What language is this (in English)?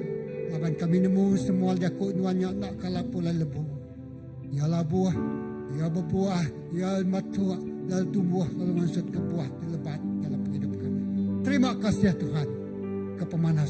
Iban